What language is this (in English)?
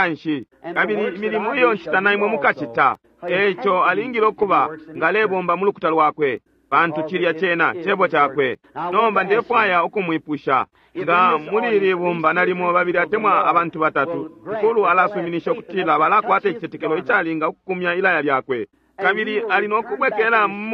Bemba